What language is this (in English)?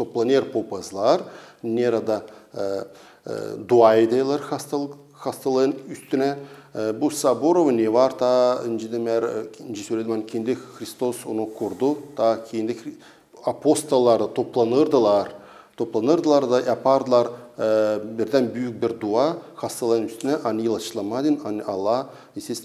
Gagauz